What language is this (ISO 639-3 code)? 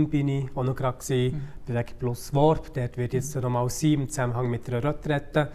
gsw